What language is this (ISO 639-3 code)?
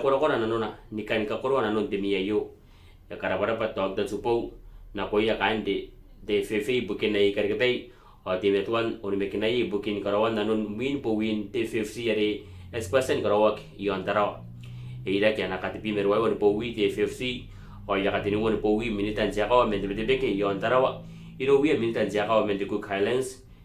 gil